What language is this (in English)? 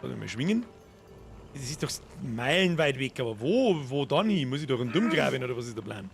Bavarian